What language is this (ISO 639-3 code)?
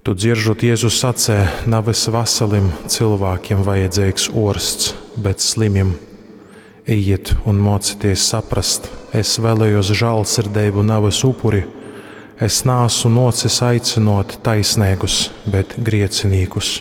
ltg